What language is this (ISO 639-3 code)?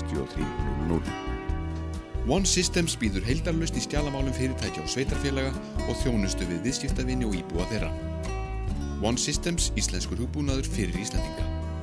isl